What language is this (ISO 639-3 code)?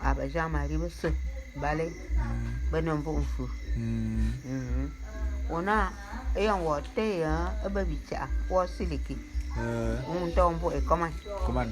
bum